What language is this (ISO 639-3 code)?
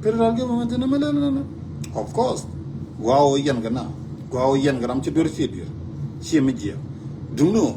nus